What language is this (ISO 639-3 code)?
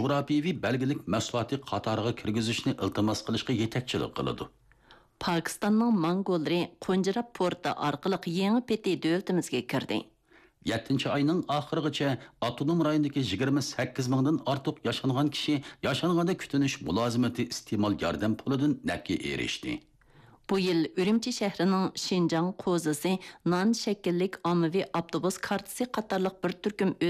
uig